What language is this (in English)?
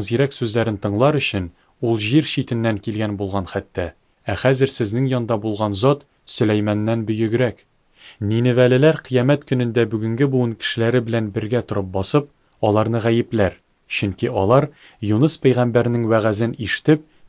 Tatar